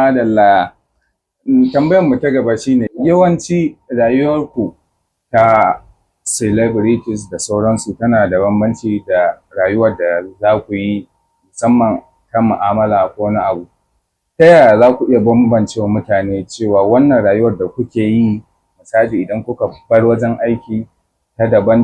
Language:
Hausa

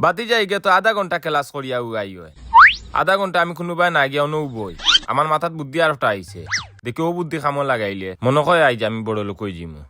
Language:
Sylheti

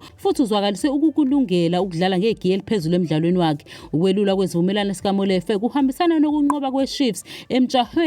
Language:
Zulu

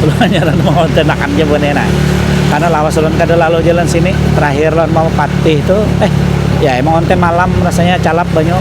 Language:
Banjar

